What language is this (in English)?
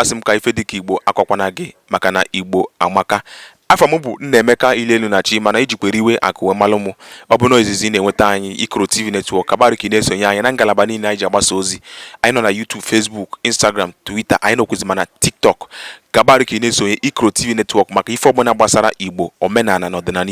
Igbo